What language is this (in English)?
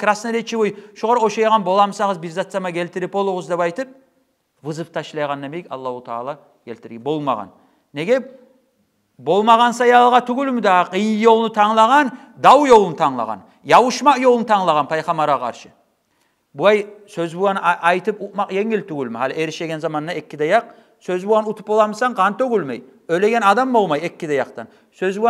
Kumyk